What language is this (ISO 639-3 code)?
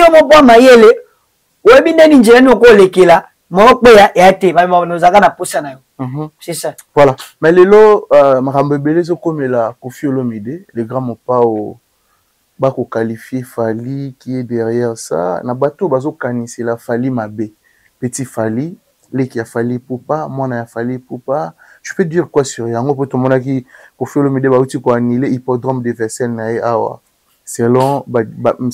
lin